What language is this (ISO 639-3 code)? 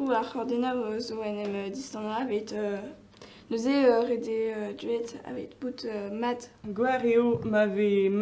bre